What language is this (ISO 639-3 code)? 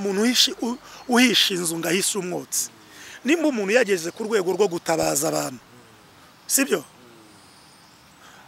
kin